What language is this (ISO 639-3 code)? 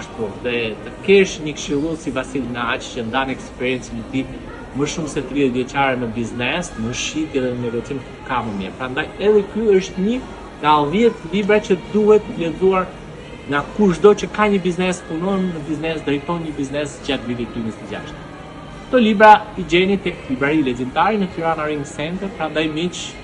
sqi